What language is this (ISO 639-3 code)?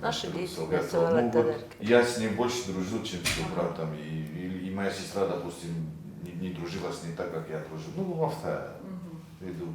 oss